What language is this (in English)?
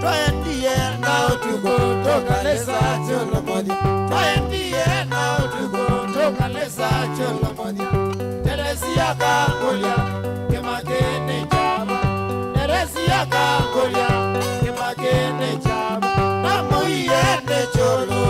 Kamba